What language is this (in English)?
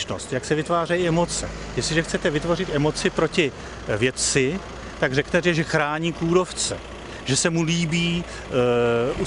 Czech